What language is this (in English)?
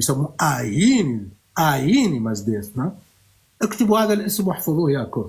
North Levantine Arabic